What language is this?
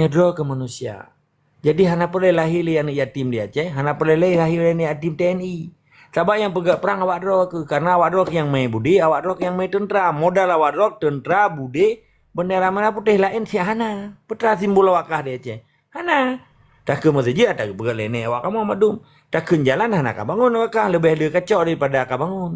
Achinese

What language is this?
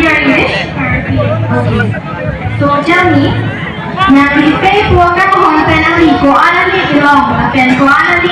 Karbi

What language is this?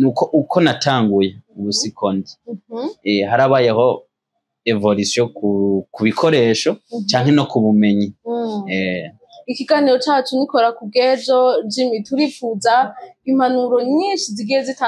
Rundi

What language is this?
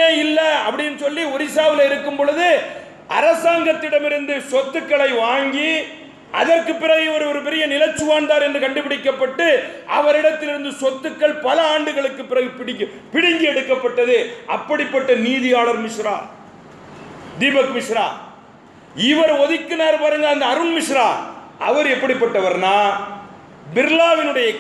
Tamil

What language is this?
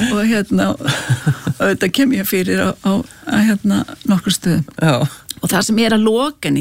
Icelandic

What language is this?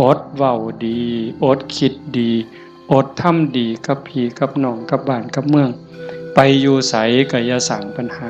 Northeastern Thai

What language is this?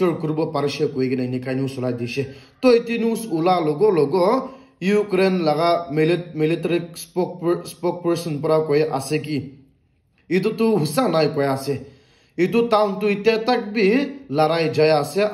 Naga Pidgin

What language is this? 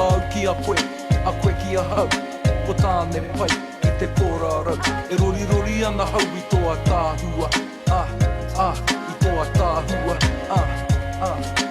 Māori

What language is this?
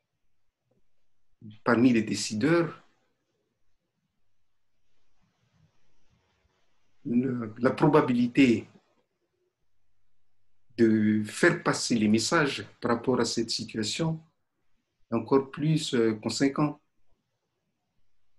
French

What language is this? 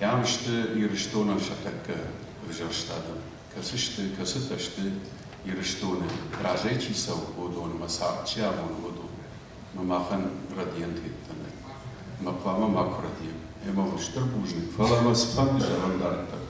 Ossetic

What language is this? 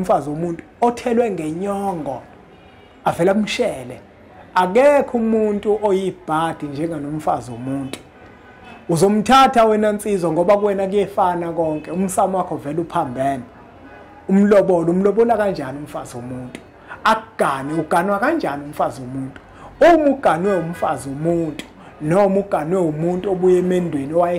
Zulu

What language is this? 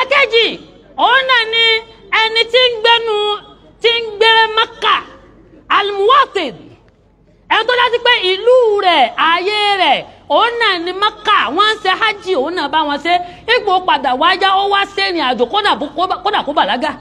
Yoruba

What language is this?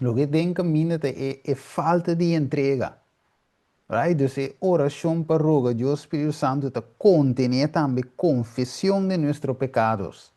Papiamento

